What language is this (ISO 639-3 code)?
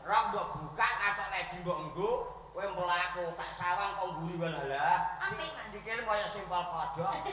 jav